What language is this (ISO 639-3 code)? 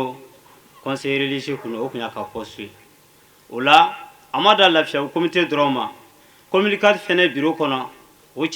bam